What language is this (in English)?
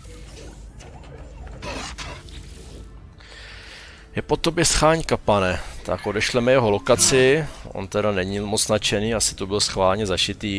Czech